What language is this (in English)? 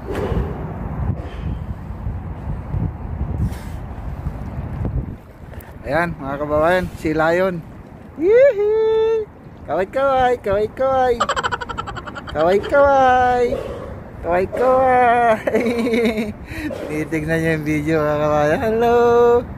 Filipino